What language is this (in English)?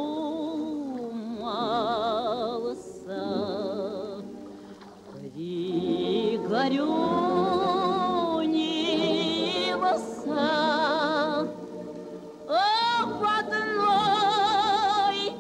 Russian